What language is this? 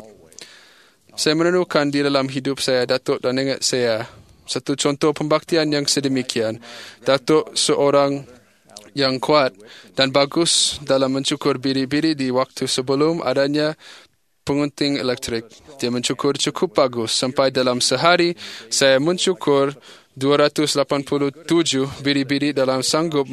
Malay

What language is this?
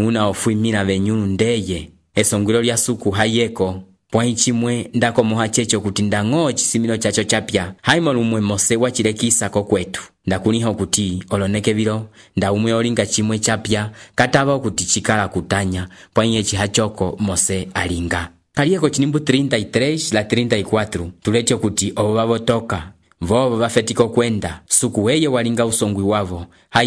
Umbundu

